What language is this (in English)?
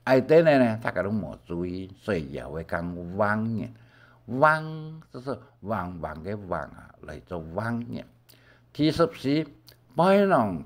Hakka Chinese